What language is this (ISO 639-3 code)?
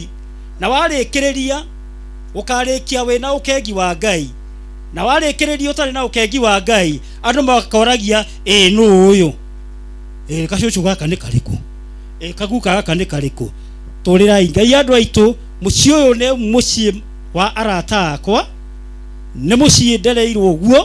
kik